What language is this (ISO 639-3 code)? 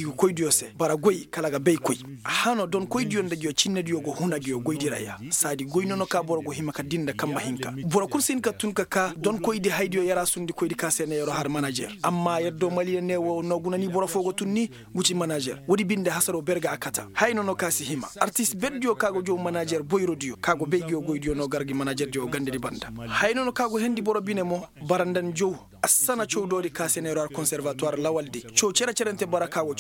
ses